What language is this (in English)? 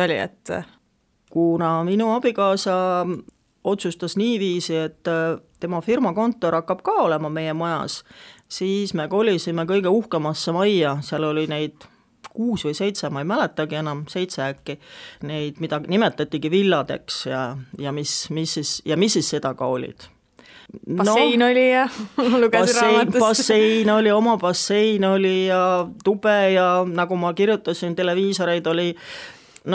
Estonian